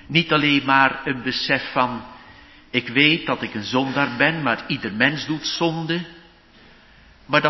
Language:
Dutch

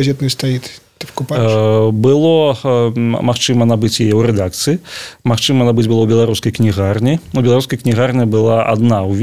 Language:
Belarusian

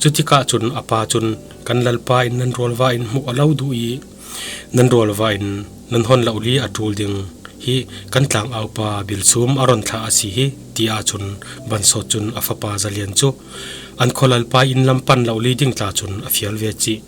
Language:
Falam Chin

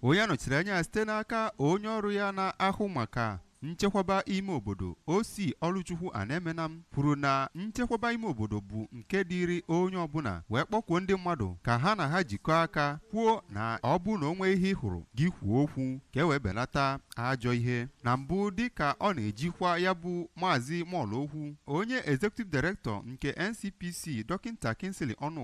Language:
Igbo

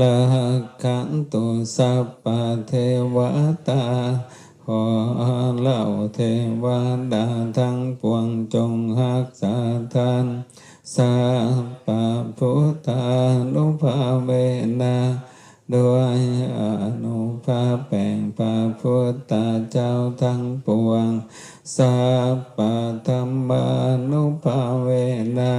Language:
Lao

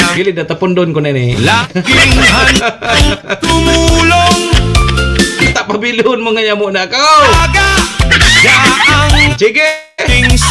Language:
Bikol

